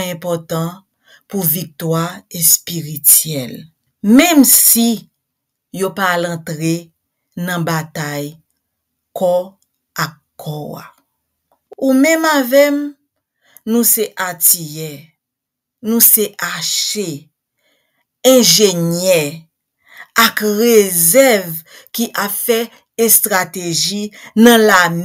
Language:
Haitian Creole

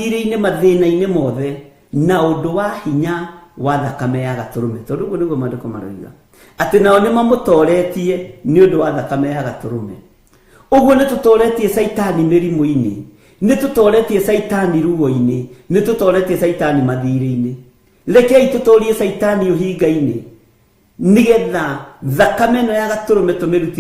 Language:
Kikuyu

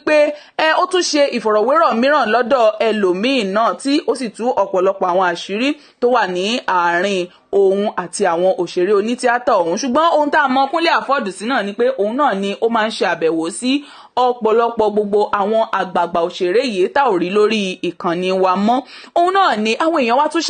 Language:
Yoruba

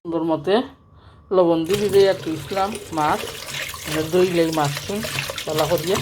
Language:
Sylheti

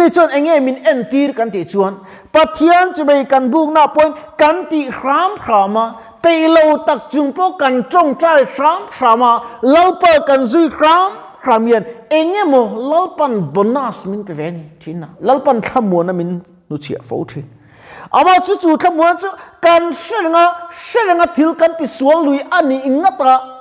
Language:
Mizo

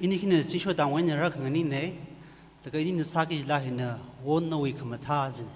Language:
Tangkhul Naga (India)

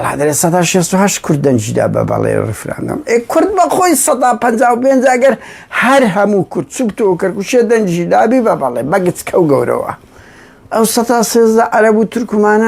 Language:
Central Kurdish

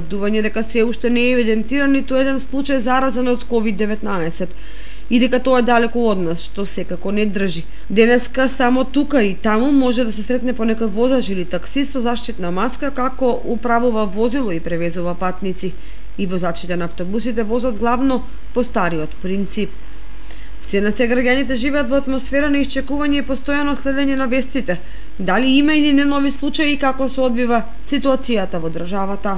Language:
Macedonian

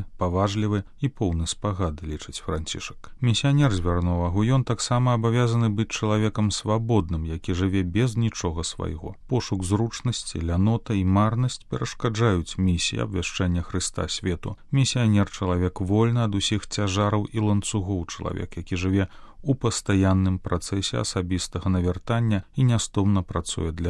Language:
Belarusian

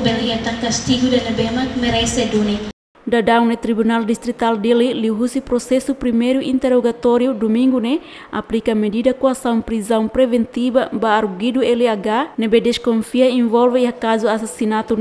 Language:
Tetum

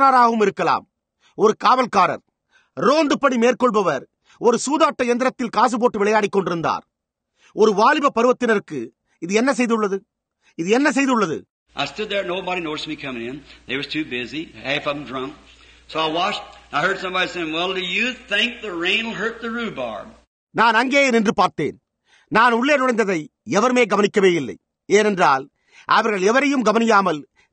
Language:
Tamil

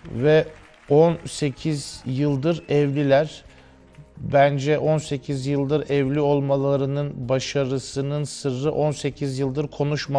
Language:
Turkish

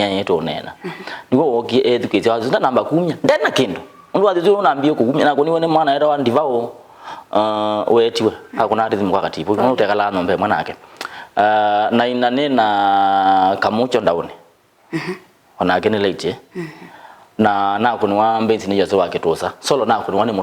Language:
Kamba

